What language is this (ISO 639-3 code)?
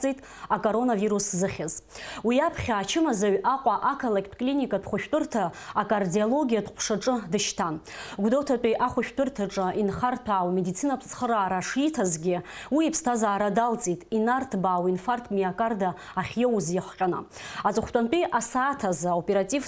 abk